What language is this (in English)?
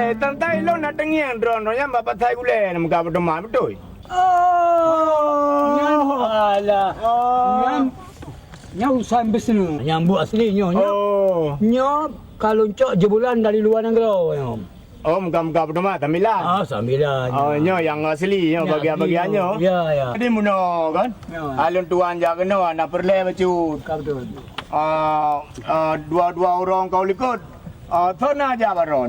Achinese